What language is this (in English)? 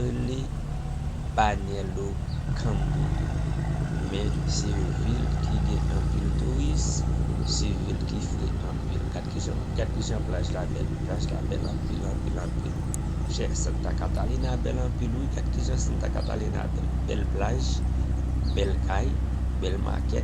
Haitian Creole